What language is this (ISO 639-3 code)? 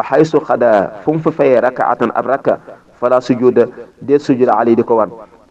wol